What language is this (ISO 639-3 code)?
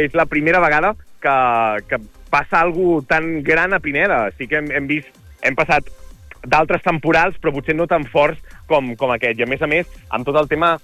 cat